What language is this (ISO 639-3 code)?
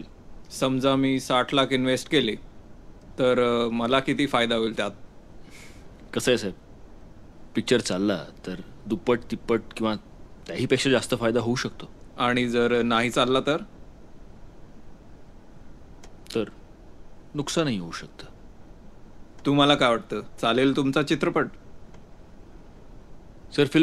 mar